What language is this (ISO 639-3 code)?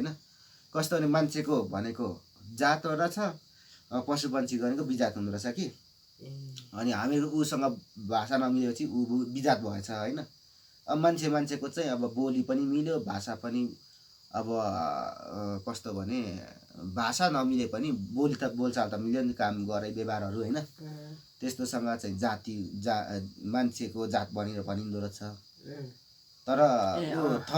nep